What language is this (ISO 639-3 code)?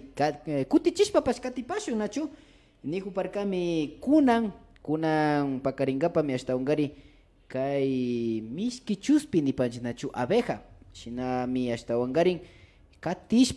qvi